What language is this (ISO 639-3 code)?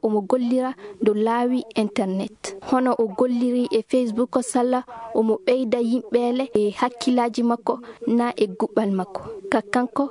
ful